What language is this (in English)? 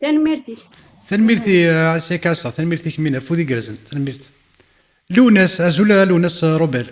Kabyle